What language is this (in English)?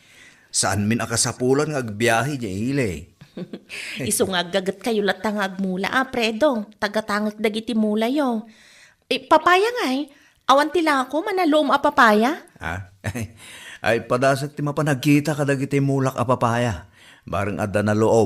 Iloko